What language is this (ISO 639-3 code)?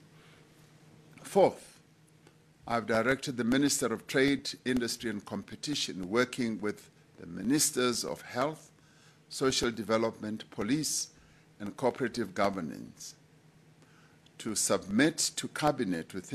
eng